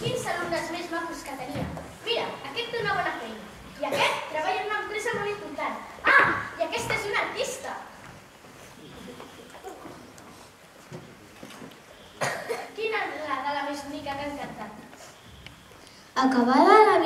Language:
Catalan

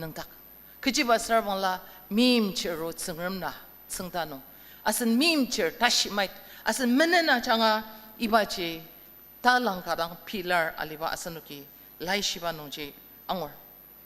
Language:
Ao Naga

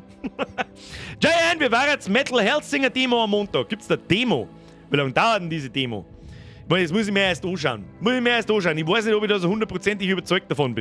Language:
Bavarian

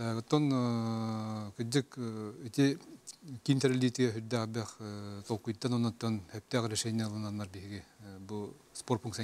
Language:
Yakut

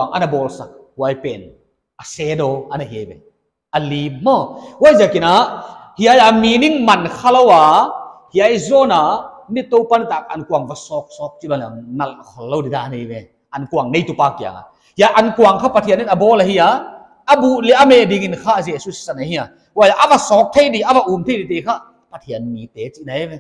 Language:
Paite Chin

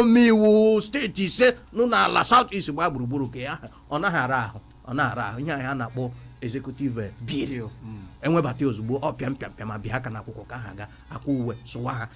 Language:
Igbo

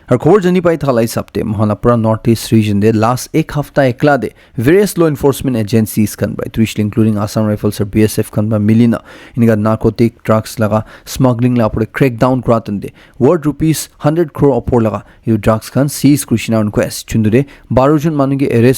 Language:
Naga Pidgin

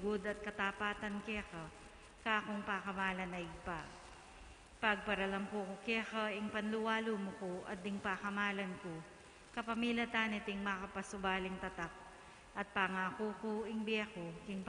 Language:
Pampanga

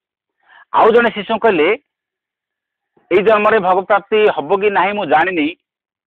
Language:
Odia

